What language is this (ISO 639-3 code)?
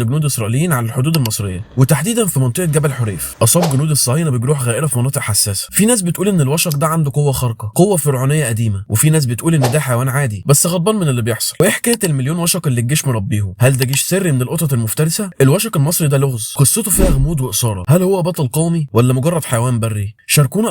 arz